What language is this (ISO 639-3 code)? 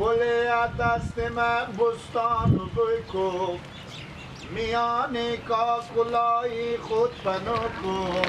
fas